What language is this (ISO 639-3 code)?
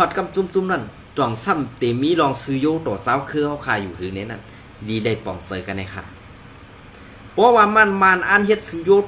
shn